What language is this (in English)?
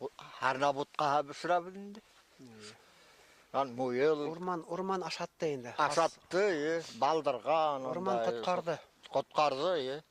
Bashkir